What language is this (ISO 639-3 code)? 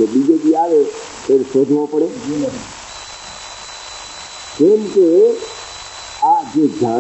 guj